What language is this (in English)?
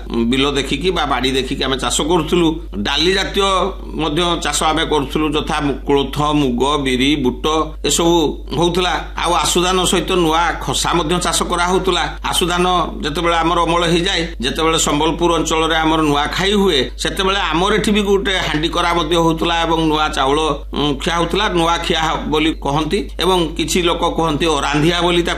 Odia